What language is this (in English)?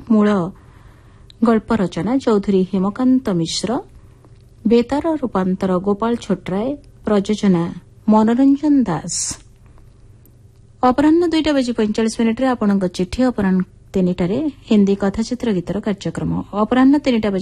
Odia